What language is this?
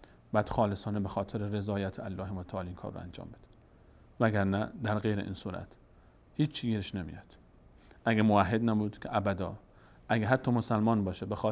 Persian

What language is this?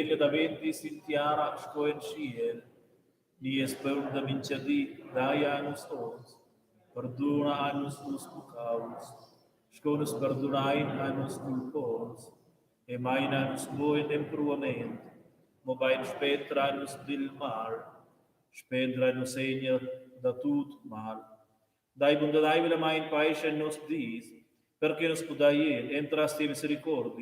Romansh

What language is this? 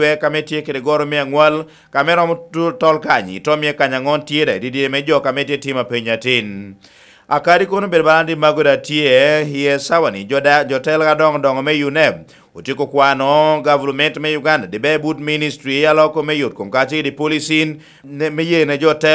Lango (Uganda)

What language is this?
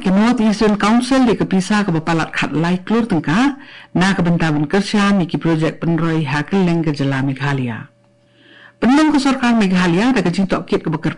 Khasi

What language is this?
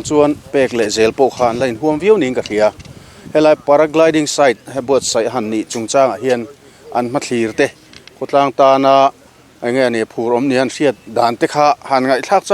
Mizo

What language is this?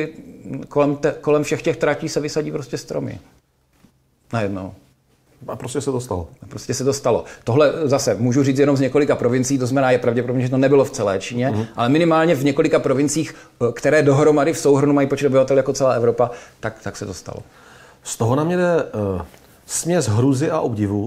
Czech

